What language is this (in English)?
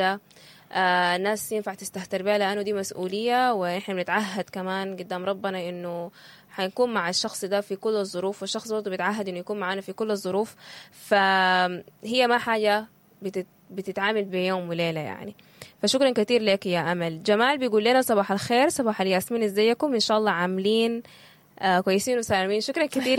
Sudanese Arabic